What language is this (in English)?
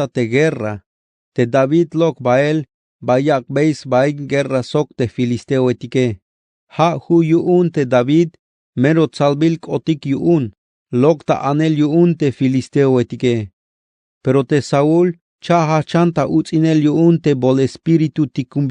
Tzeltal